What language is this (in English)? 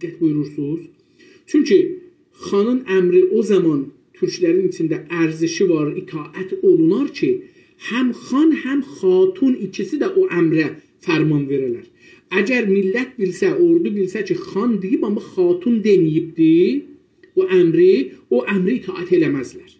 South Azerbaijani